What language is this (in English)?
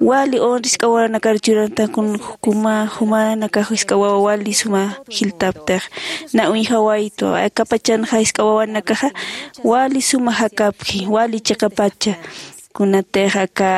Aymara